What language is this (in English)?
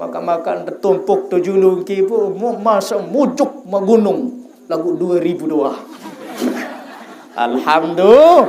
Sasak